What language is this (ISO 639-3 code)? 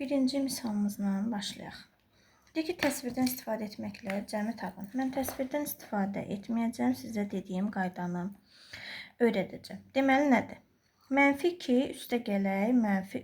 aze